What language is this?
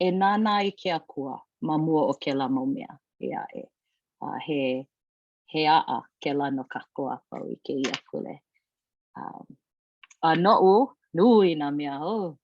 Hawaiian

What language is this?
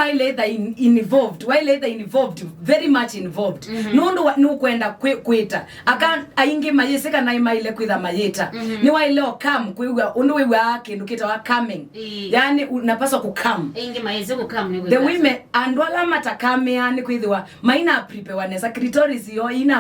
Kamba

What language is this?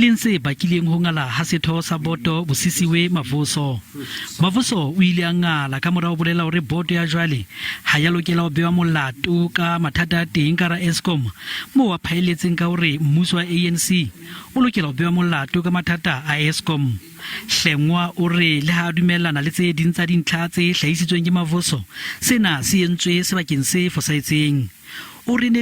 Southern Sotho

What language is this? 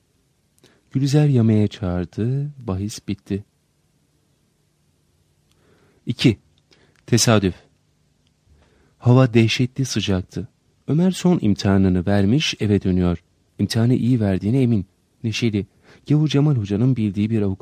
Turkish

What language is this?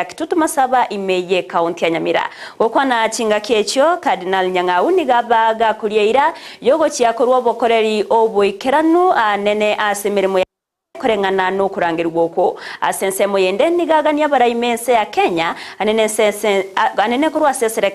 Gusii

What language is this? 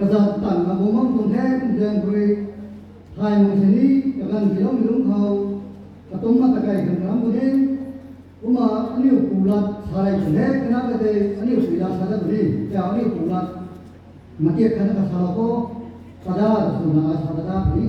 Rongmei Naga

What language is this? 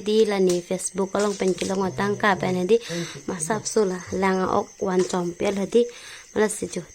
Karbi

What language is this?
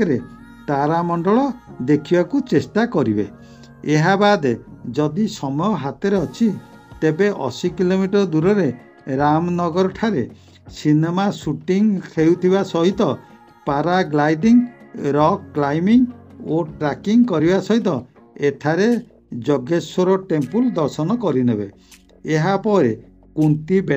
Odia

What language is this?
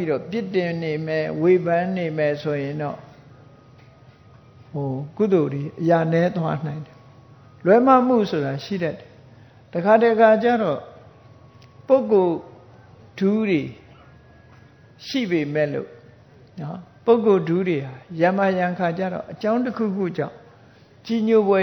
Burmese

